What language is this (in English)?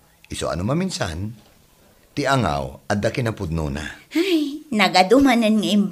Iloko